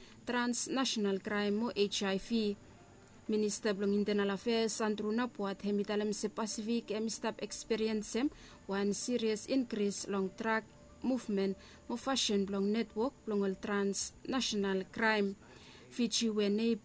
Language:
Bislama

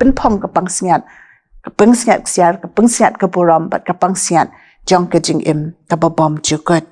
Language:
Khasi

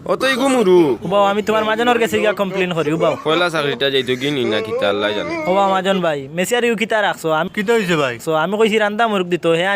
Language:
Sylheti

